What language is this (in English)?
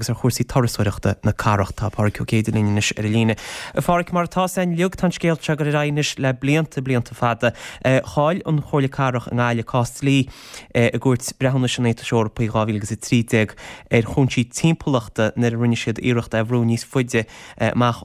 Irish